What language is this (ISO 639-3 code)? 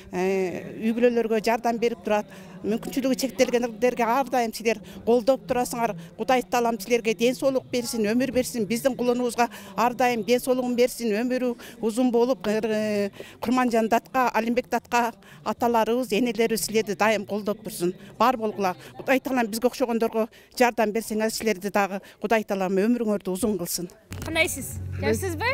kir